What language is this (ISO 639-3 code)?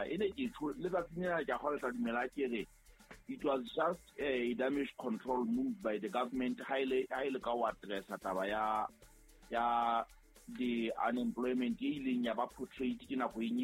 sot